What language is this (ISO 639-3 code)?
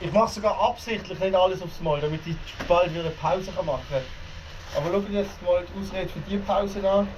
gsw